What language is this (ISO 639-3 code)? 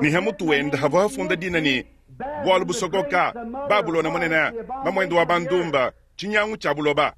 lua